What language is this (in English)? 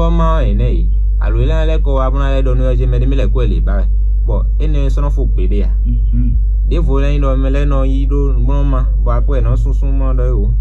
Fon